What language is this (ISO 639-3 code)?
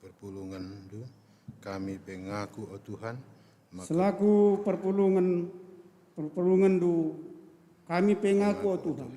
btx